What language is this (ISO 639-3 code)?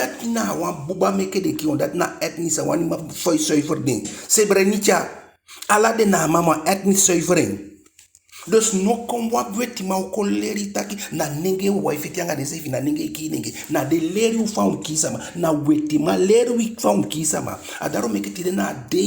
djk